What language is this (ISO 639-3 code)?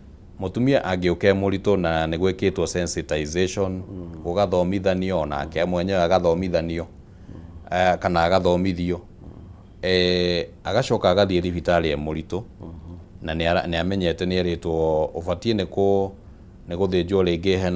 kik